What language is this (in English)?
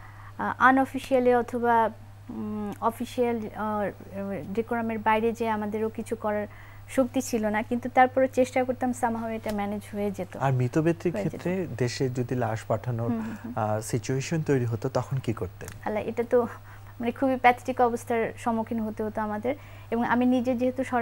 Bangla